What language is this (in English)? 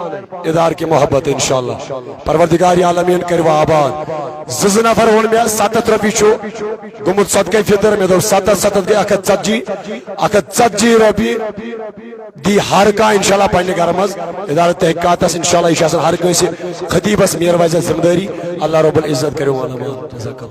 Kashmiri